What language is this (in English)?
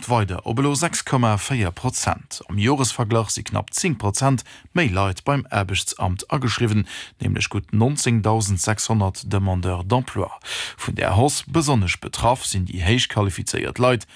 Luxembourgish